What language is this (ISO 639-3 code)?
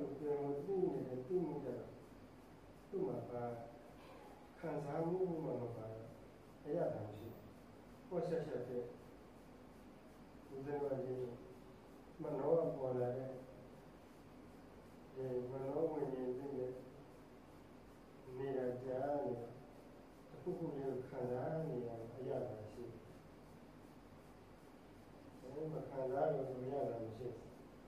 mya